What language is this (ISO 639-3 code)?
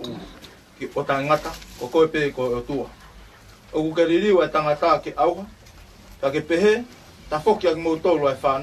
ton